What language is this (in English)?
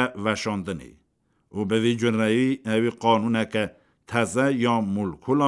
Kurdish